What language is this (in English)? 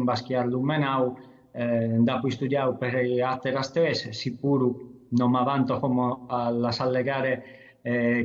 Sardinian